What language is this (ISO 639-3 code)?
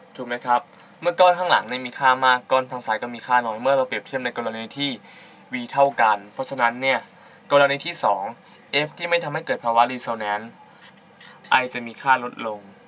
tha